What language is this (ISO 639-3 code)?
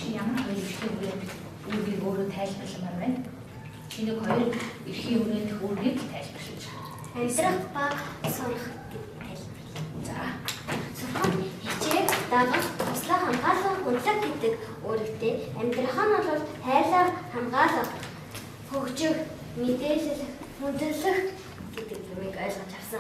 mon